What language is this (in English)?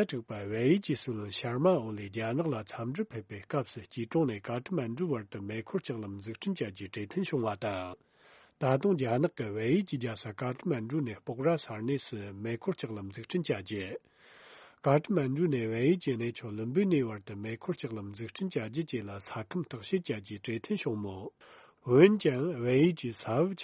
Tibetan